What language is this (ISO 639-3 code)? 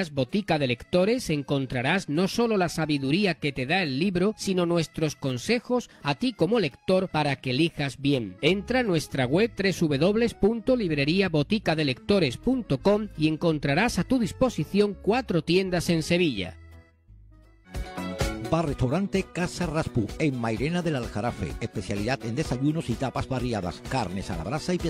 spa